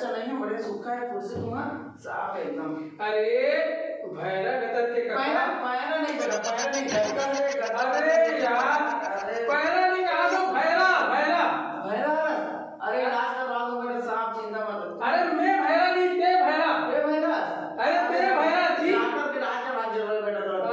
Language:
Chhattisgarhi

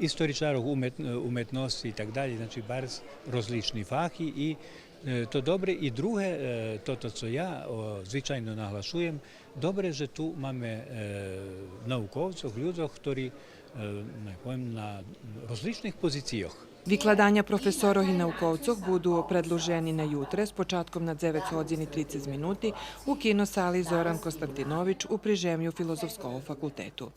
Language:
Rusyn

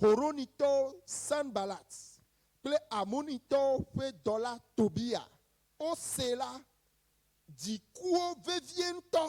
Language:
Ewe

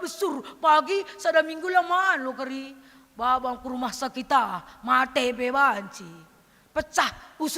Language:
Batak Karo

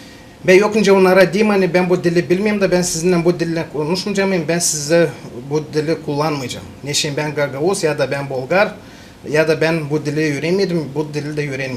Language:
Gagauz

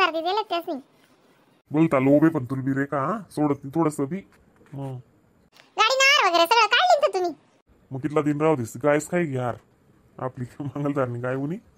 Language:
Khandesi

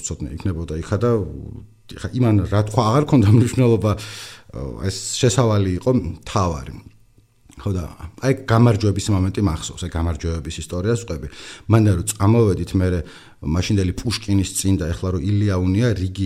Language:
Georgian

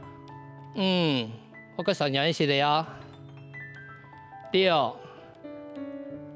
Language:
Hakka Chinese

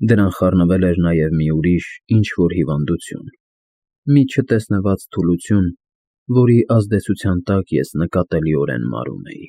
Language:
Armenian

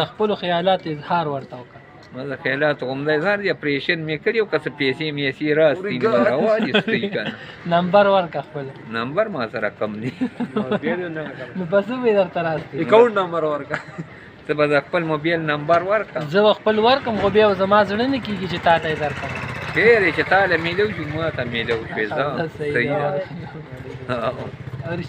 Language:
Pashto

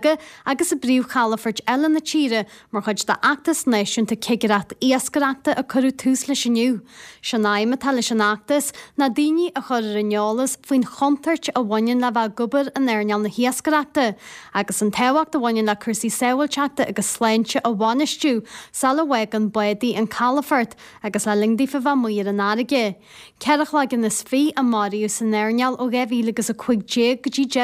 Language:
Irish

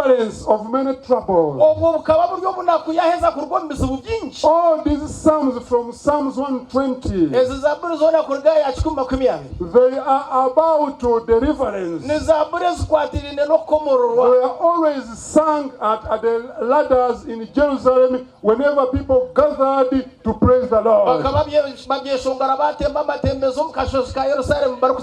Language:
Nyankole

